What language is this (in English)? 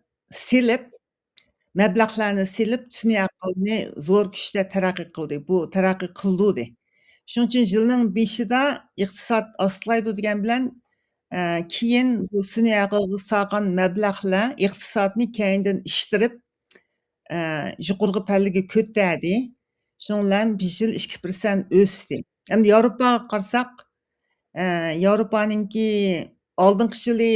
Uyghur